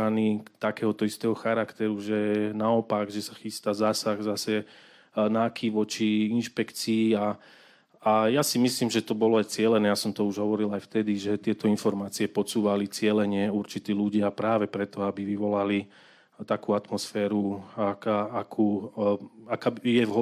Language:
Slovak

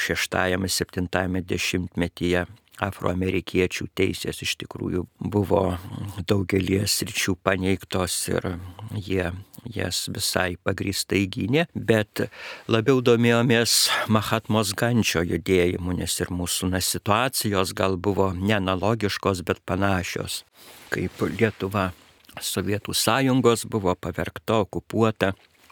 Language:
Lithuanian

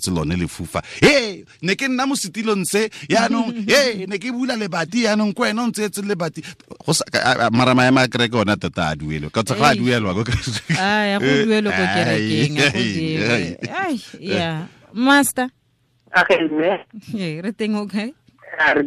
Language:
Tswana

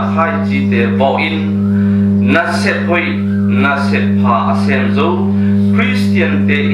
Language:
Tedim Chin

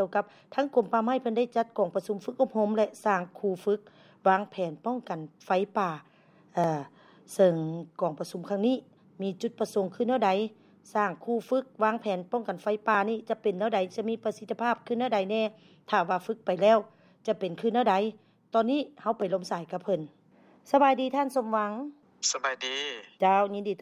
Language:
Lao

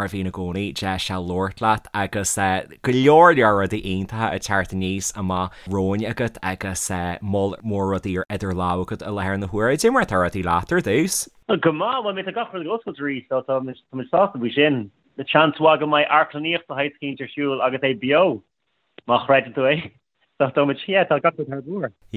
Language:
Irish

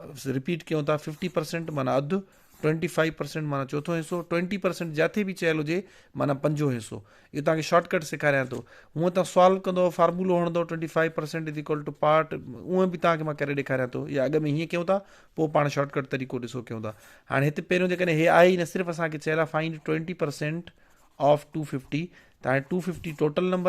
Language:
Sindhi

